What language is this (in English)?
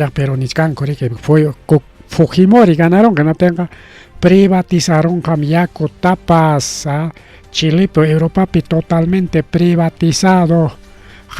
Ayacucho Quechua